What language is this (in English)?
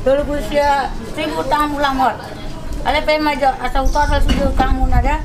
Batak Toba